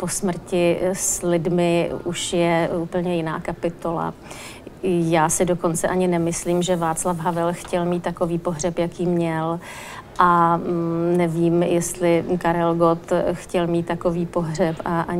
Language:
Czech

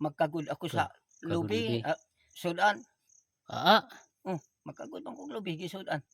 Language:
Cebuano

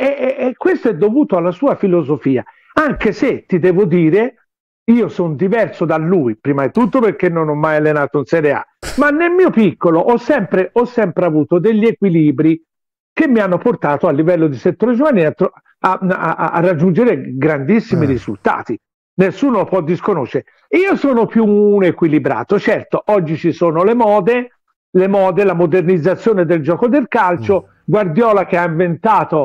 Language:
Italian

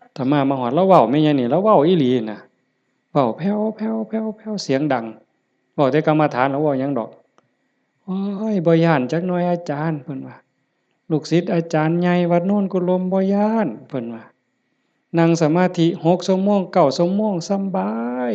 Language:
Lao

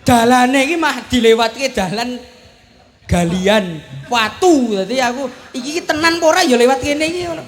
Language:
Javanese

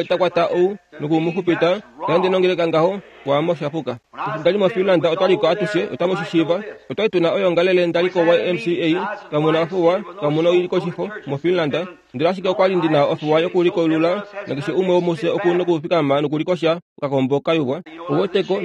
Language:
Kuanyama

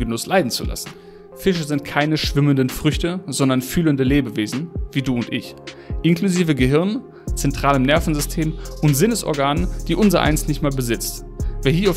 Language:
German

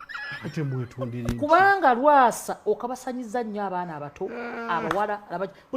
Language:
Ganda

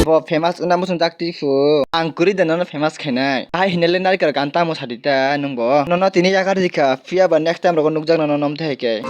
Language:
Kok Borok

